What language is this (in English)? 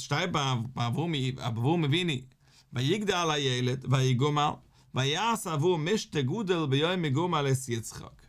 Yiddish